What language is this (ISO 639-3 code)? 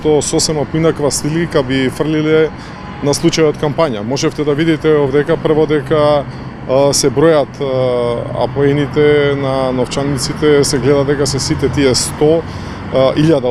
mkd